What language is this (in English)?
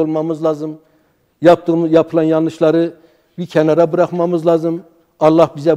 Turkish